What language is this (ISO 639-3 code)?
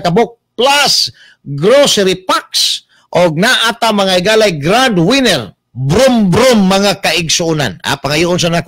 ceb